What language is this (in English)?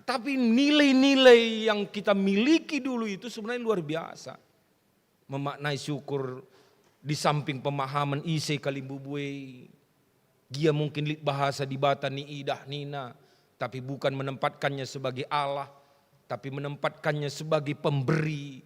Batak Karo